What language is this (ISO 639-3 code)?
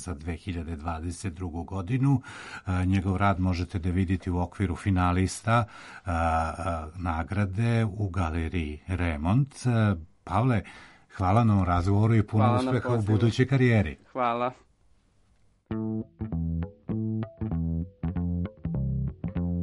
srp